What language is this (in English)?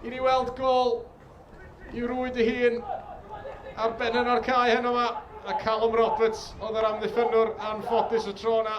Welsh